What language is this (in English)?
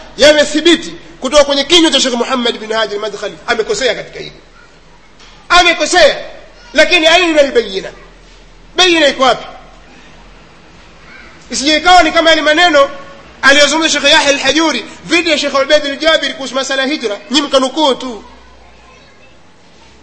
Swahili